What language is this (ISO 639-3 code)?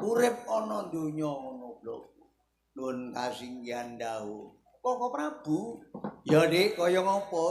jav